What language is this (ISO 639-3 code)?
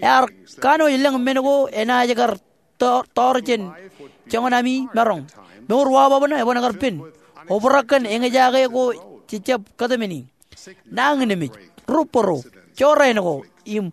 mah